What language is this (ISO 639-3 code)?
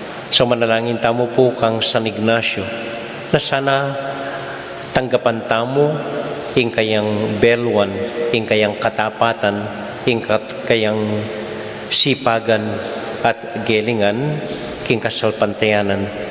pam